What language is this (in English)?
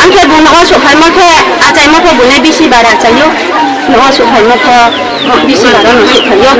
Riang (India)